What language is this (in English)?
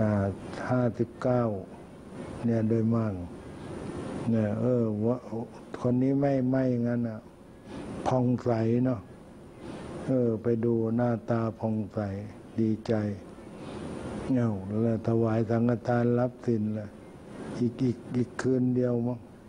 Thai